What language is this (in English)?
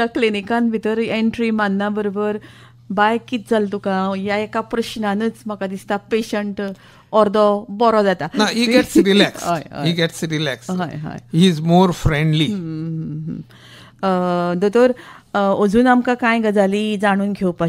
Konkani